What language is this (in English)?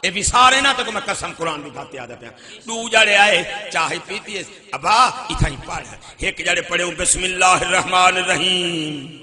Saraiki